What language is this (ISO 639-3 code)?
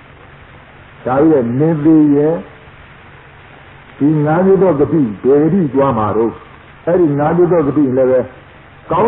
mya